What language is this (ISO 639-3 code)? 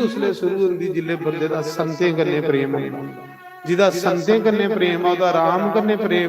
doi